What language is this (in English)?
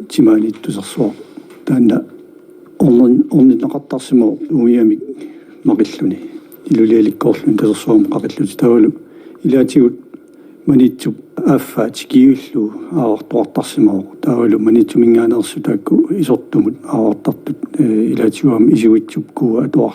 Kalaallisut